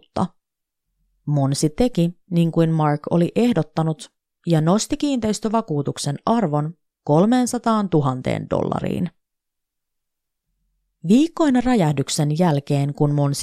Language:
Finnish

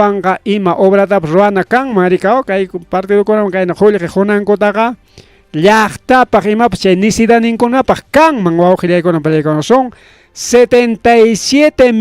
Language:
Ayacucho Quechua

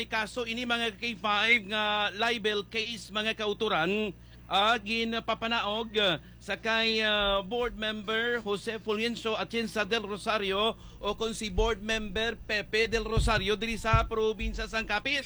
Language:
Hiligaynon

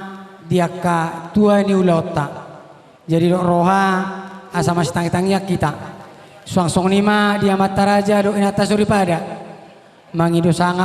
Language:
Batak Toba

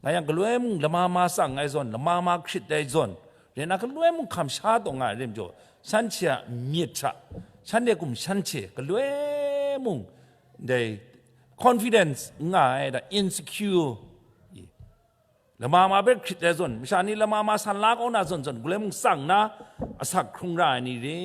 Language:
Kachin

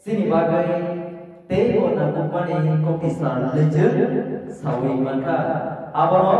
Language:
Kok Borok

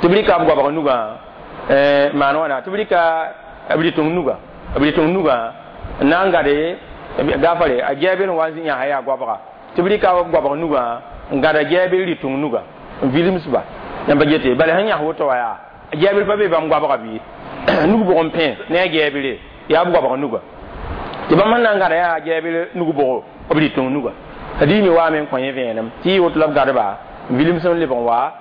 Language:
Mossi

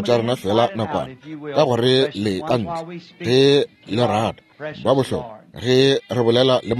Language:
Northern Sotho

